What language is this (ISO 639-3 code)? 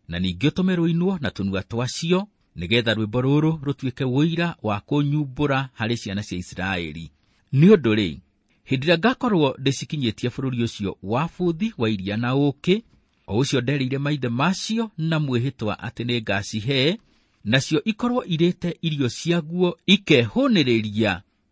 kik